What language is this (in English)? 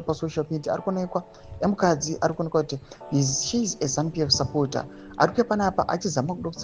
Shona